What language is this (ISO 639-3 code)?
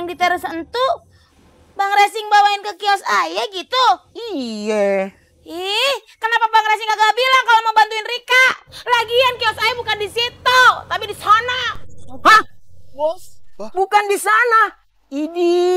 bew